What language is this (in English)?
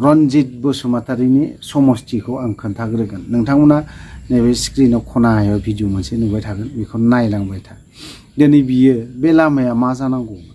Bodo